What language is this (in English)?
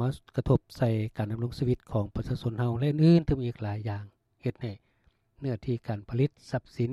Lao